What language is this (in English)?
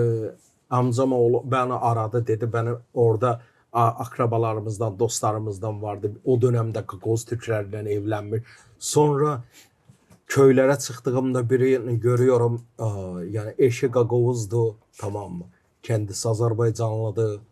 Gagauz